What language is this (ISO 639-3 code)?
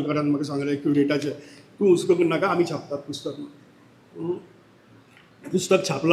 kok